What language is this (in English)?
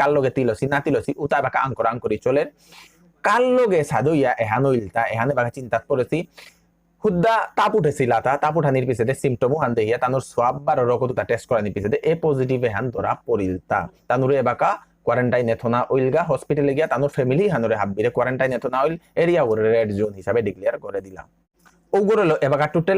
Bishnupriya